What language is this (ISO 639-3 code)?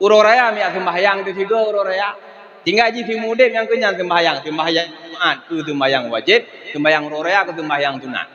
ace